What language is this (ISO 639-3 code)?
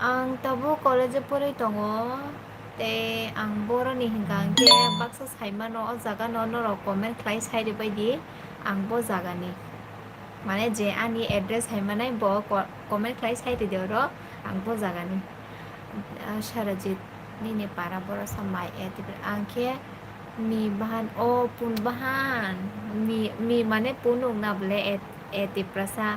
trp